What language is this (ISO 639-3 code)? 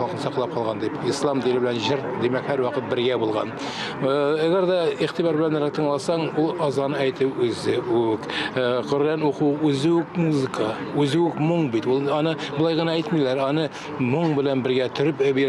tat